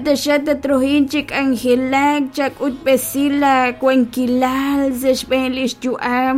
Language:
Kekchí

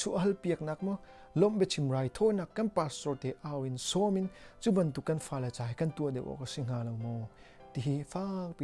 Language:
Hakha Chin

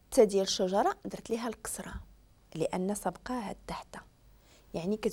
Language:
Moroccan Arabic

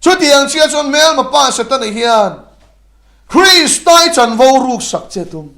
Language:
Mizo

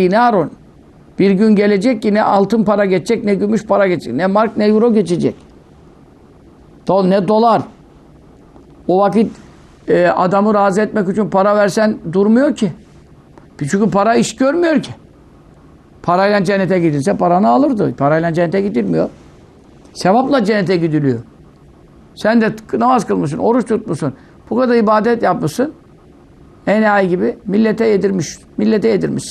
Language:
Turkish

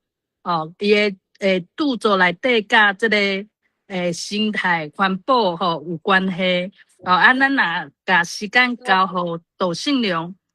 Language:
Min Nan Chinese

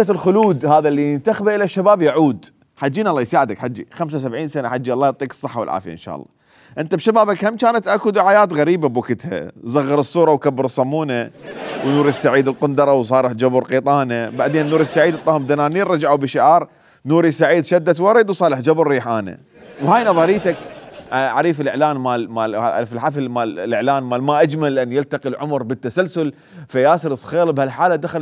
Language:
Mesopotamian Arabic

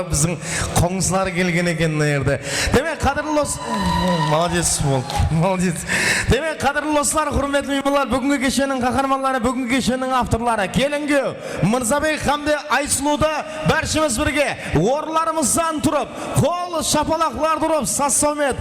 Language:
Kara-Kalpak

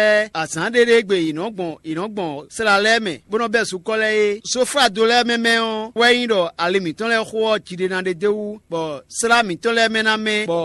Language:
Fon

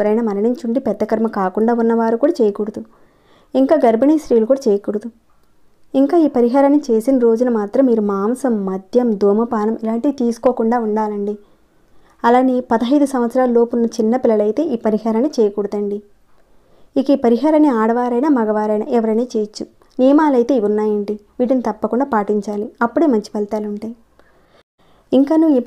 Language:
Telugu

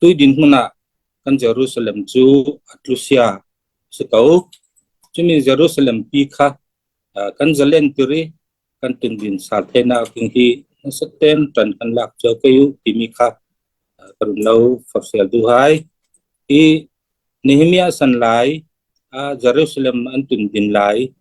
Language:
Falam Chin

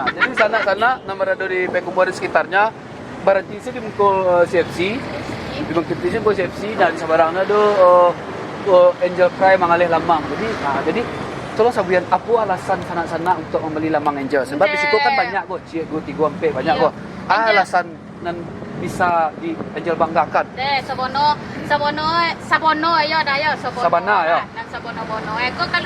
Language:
Minangkabau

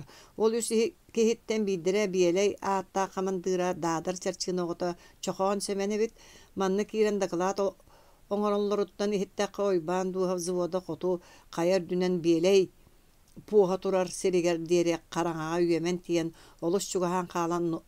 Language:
Yakut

